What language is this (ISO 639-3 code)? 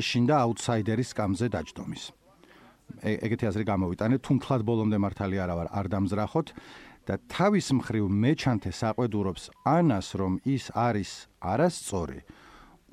kat